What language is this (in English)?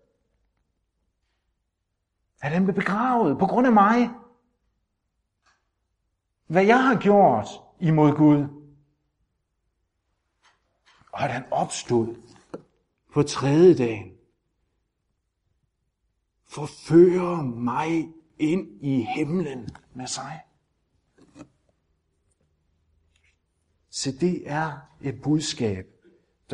Danish